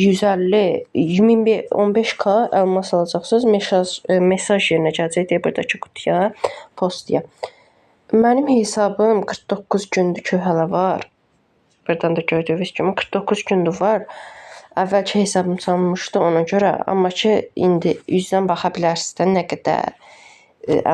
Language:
Azerbaijani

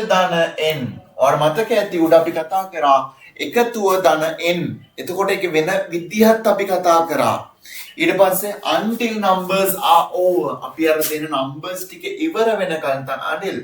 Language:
Sinhala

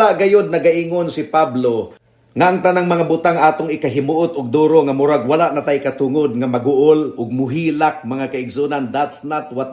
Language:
Cebuano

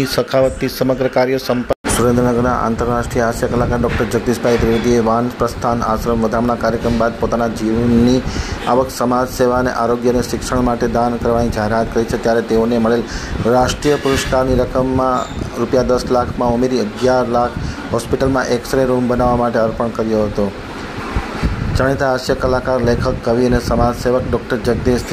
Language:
Gujarati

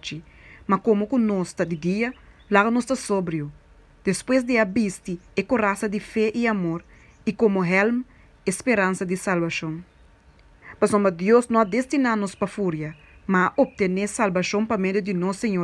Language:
Papiamento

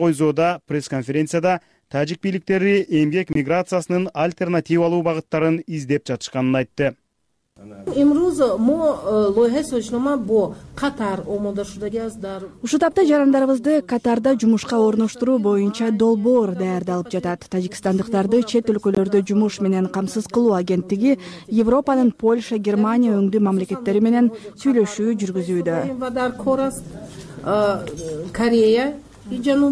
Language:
Kyrgyz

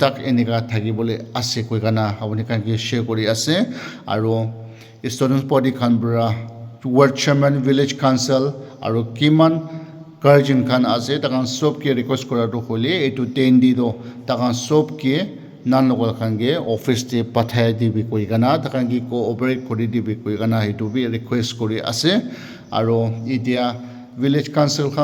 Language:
Naga Pidgin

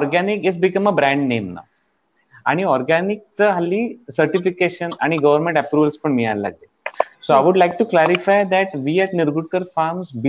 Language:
Marathi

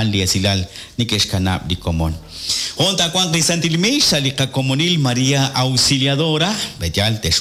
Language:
Kekchí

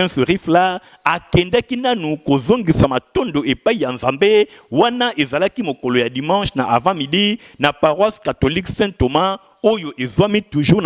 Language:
Lingala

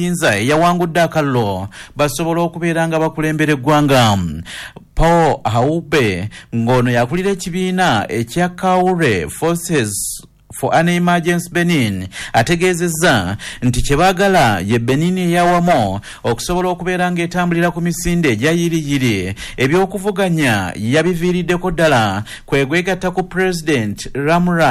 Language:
Ganda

